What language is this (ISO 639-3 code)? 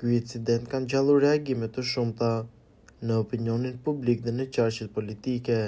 sqi